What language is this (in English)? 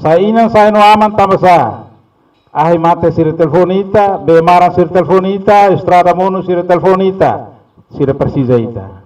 Tetum